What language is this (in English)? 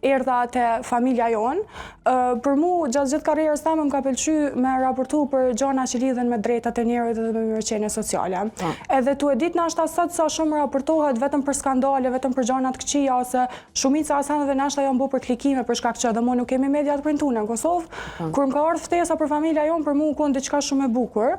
Albanian